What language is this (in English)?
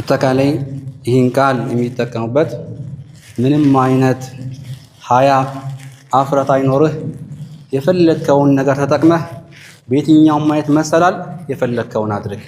Amharic